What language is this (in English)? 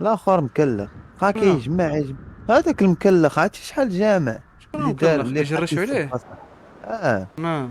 Moroccan Arabic